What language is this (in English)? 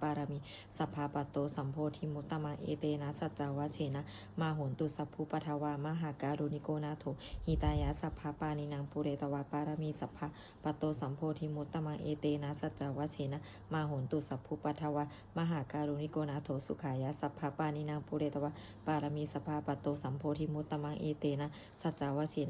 Pali